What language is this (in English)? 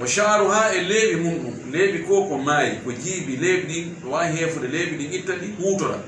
Fula